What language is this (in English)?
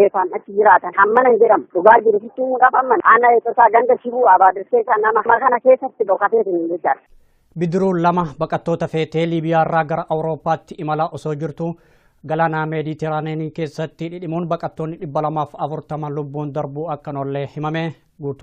Oromo